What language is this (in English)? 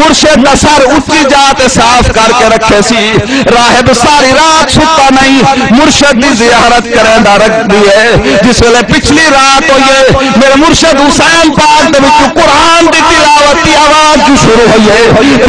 Saraiki